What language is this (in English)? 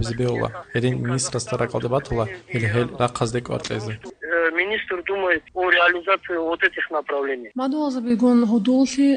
Avaric